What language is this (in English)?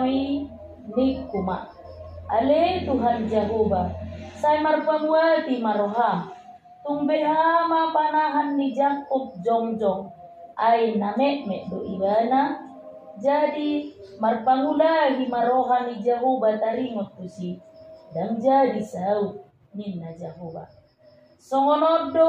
Batak Toba